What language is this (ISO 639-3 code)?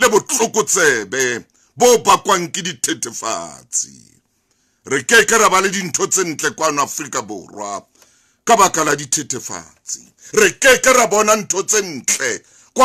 sot